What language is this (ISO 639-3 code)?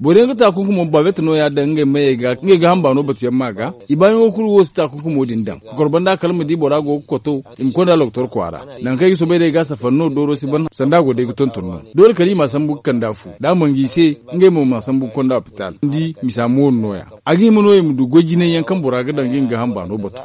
dje